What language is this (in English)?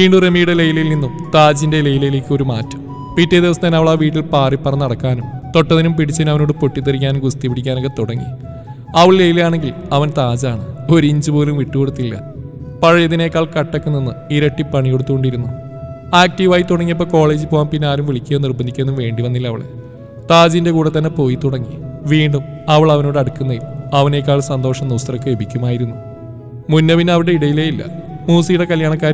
Malayalam